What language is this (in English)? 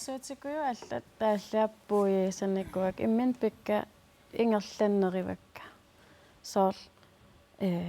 Kalaallisut